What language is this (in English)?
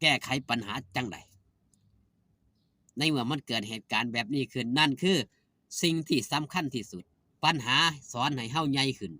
Northeastern Thai